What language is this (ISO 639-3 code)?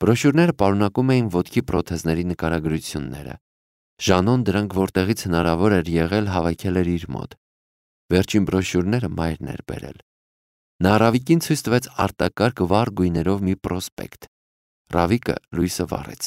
hye